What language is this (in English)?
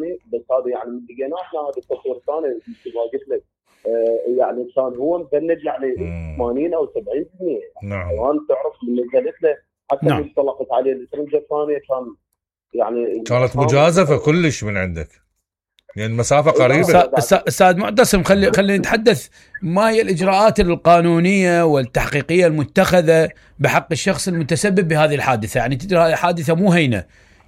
Mesopotamian Arabic